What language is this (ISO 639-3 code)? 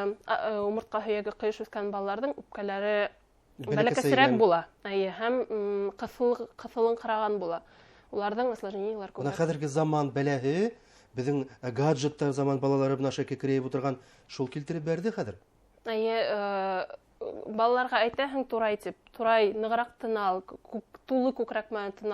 bak